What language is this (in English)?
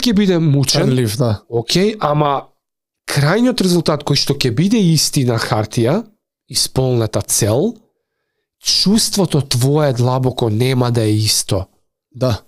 Macedonian